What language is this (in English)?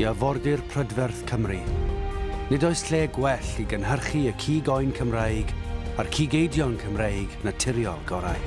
Welsh